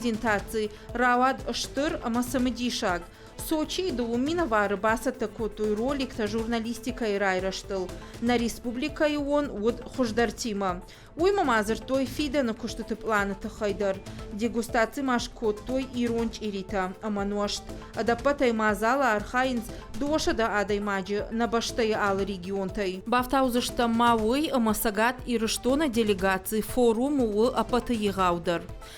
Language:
Ossetic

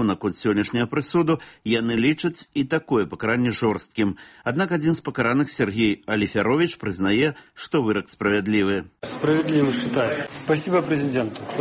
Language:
Belarusian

